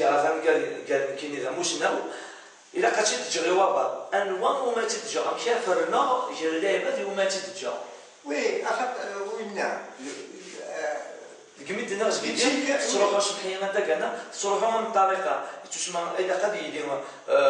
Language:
Kabyle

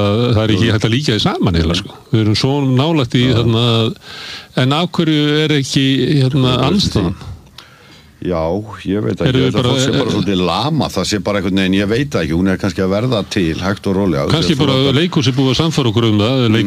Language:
Icelandic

